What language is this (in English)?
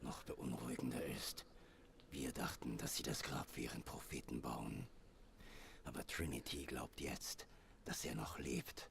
Swiss German